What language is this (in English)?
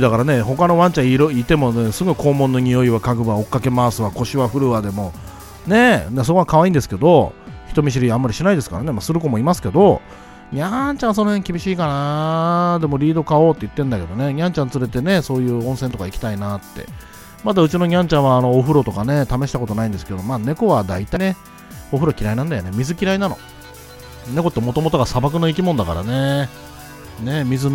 Japanese